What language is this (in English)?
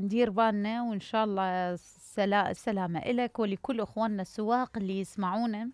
Mesopotamian Arabic